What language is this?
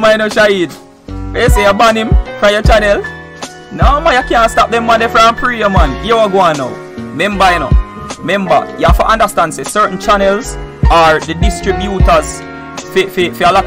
Jamaican Creole English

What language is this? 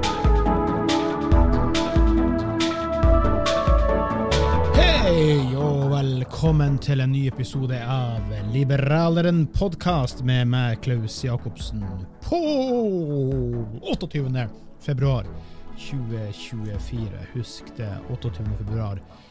Norwegian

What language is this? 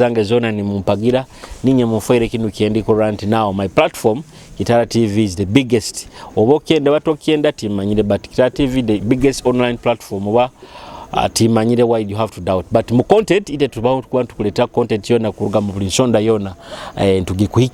Nyoro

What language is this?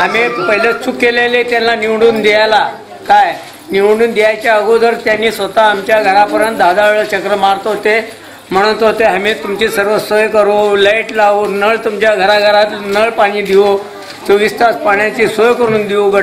Marathi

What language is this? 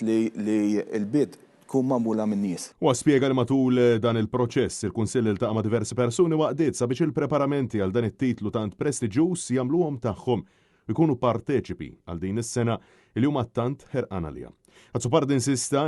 Maltese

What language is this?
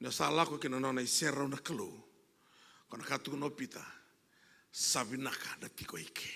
Fijian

